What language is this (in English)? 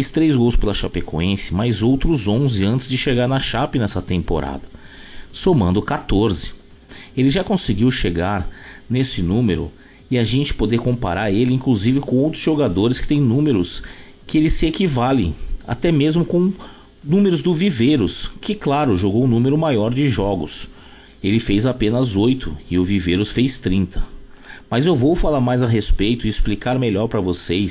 Portuguese